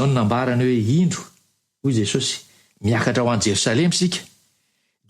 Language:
Malagasy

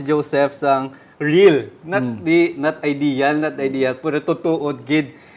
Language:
Hiligaynon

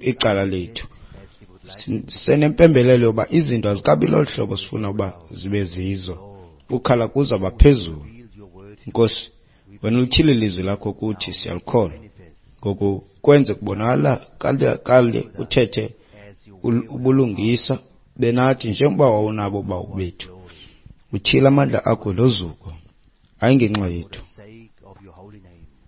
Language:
Xhosa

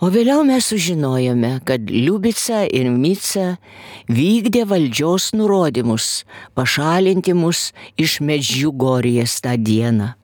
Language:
Lithuanian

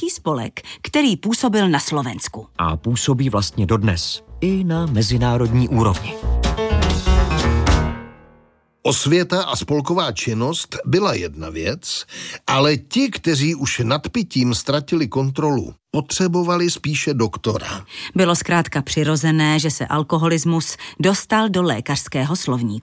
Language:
Czech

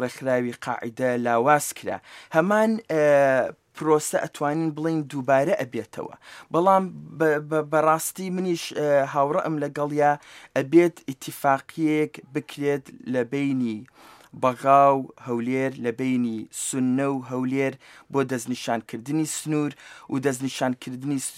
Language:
Central Kurdish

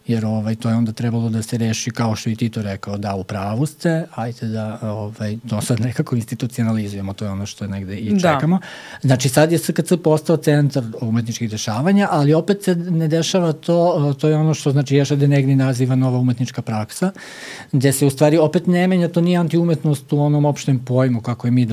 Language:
Serbian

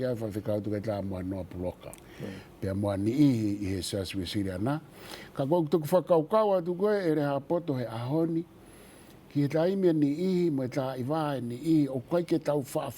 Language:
Tongan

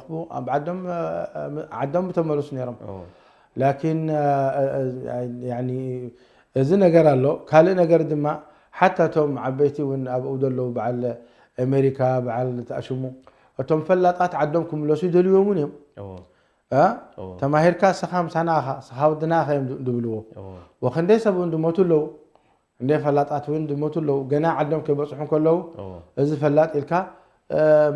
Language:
Tigrinya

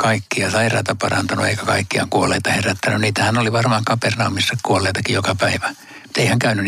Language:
Finnish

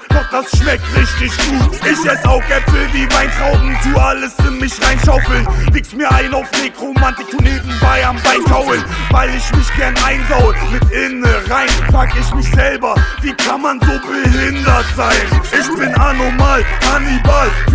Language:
German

